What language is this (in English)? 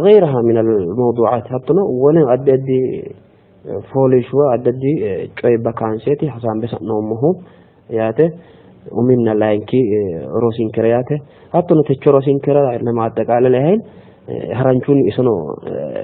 Sidamo